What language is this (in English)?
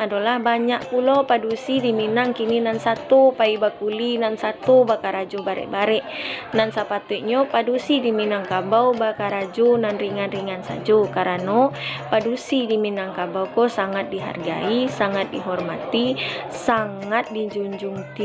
Minangkabau